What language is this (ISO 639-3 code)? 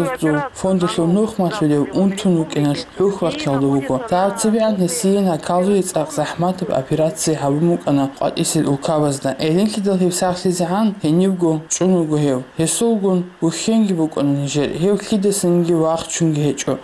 ava